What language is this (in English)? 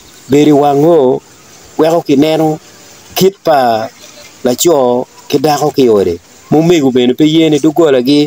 Acoli